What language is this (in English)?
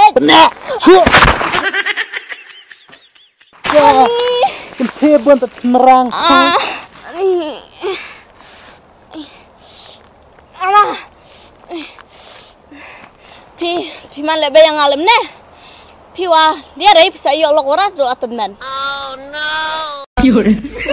Khasi